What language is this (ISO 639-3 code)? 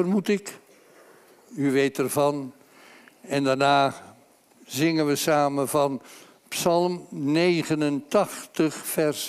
nld